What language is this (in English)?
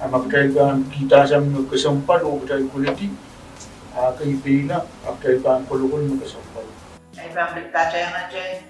Pohnpeian